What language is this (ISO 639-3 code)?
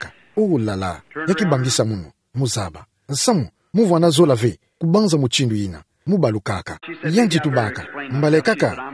ktu